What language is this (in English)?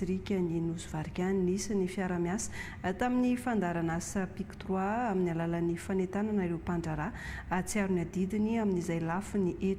Malagasy